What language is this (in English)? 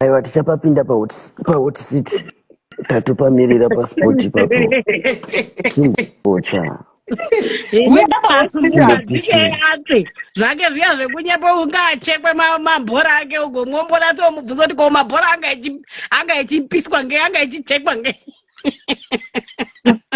Shona